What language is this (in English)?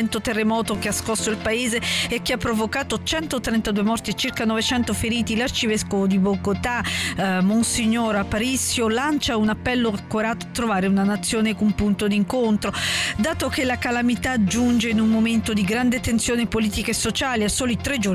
Italian